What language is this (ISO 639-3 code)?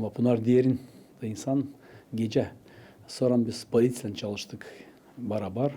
gag